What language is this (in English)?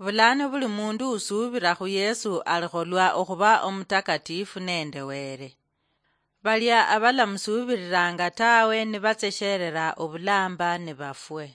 Luyia